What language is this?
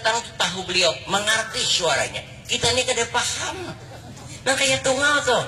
Banjar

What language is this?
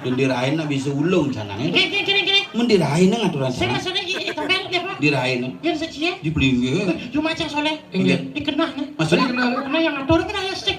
Balinese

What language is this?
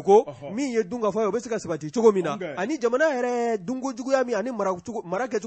Bambara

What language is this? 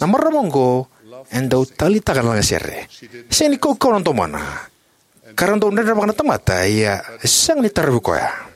Fijian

